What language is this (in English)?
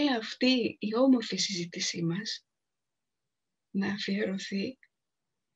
Greek